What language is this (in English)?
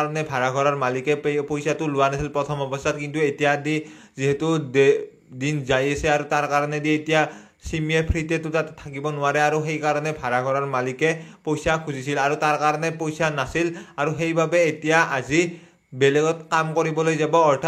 Assamese